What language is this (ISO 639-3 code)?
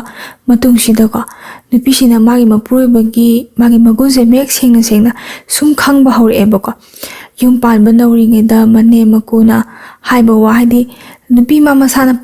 mni